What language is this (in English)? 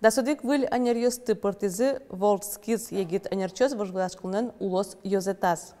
Udmurt